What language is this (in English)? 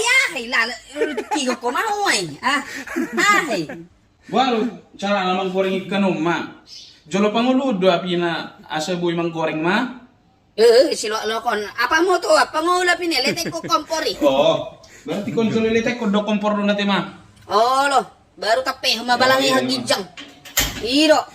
Batak Toba